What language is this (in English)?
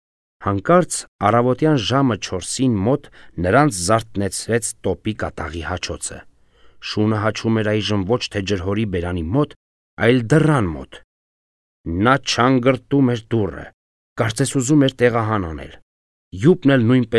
Armenian